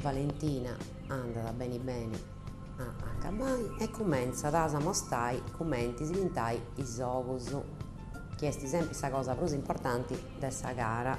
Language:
Sardinian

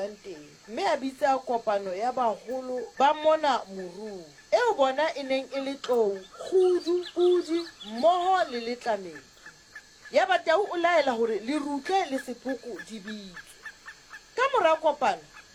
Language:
Southern Sotho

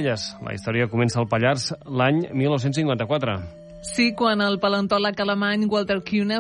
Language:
Catalan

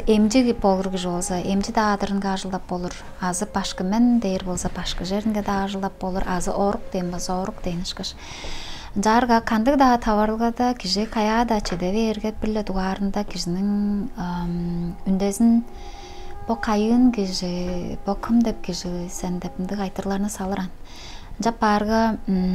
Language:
Tuvinian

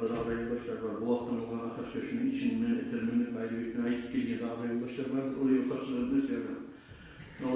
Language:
Kumyk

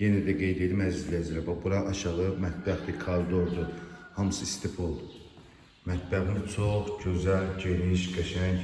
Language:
Azerbaijani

